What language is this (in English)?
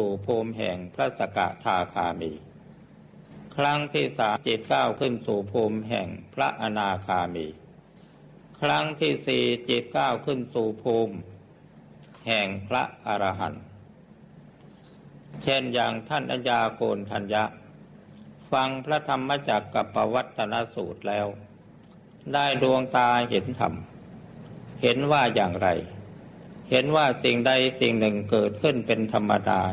Thai